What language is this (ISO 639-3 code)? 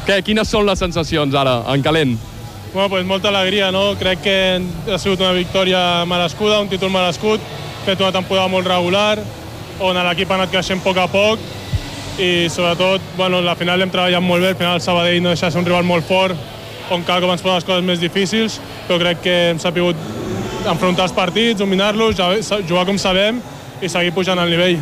cat